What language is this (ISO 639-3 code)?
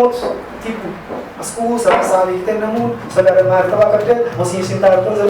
kea